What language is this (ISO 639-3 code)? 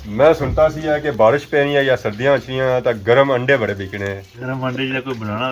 phr